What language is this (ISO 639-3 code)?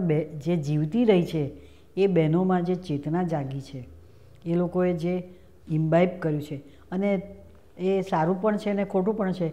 guj